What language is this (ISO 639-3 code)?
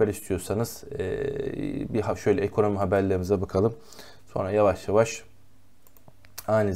tur